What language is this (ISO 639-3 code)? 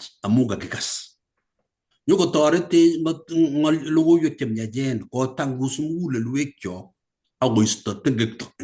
kln